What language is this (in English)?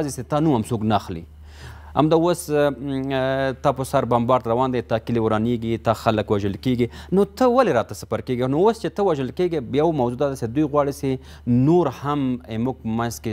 Pashto